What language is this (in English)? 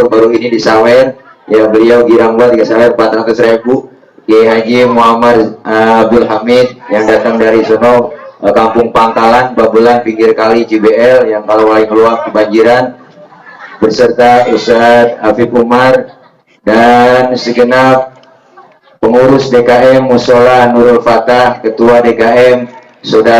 Betawi